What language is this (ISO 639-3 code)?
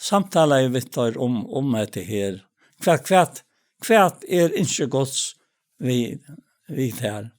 fao